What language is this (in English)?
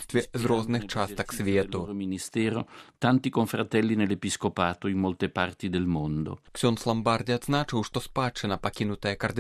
Belarusian